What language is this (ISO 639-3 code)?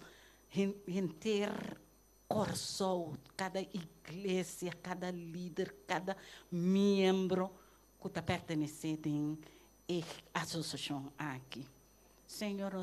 pap